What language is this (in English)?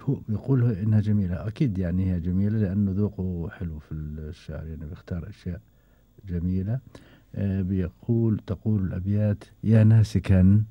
Gulf Arabic